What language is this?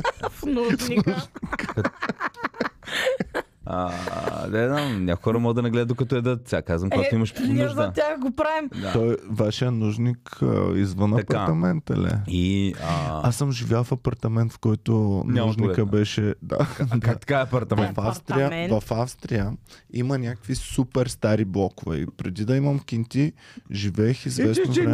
Bulgarian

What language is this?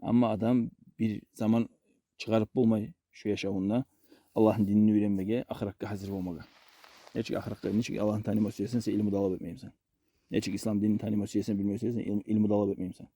Kumyk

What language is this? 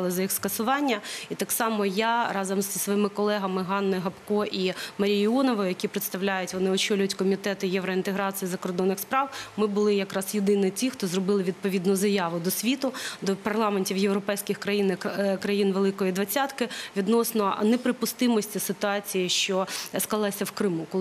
Ukrainian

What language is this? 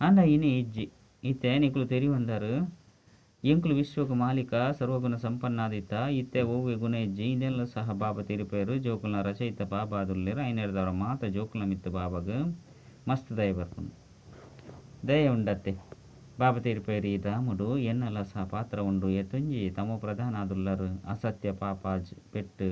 Tulu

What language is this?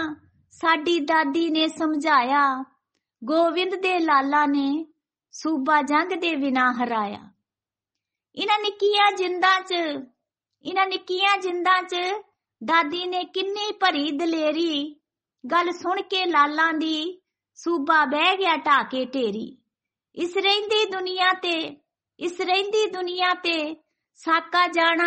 Punjabi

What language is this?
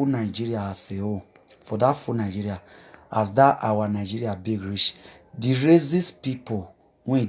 Nigerian Pidgin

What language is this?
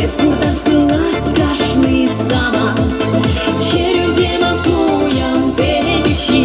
Chuvash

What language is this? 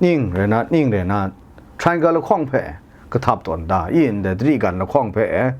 Kachin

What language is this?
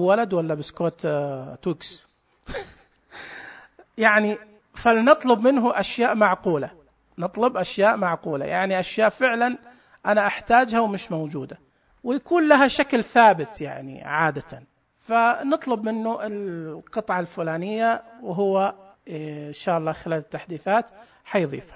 Najdi Arabic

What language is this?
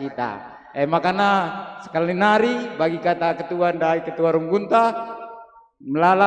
Batak Karo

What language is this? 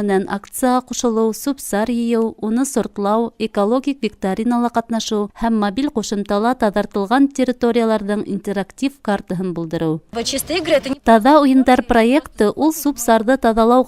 Bashkir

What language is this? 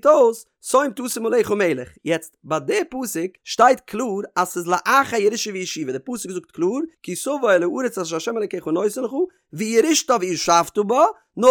Yiddish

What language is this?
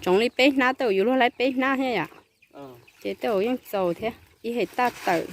Hmong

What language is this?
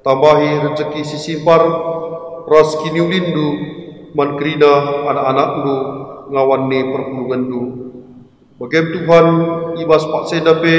Batak Karo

